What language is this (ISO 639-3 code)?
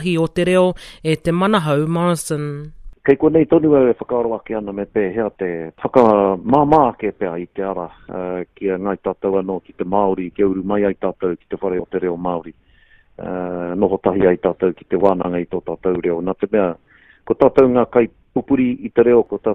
mri